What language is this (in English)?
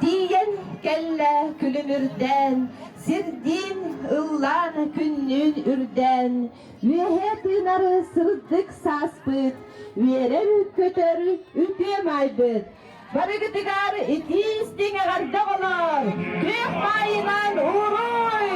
Yakut